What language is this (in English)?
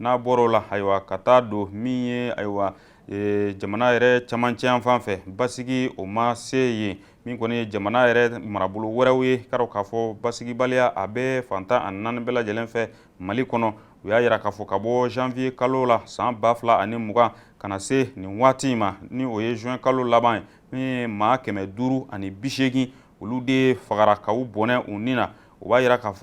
Bambara